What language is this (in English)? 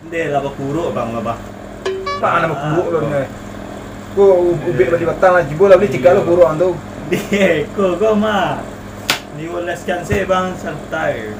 Minangkabau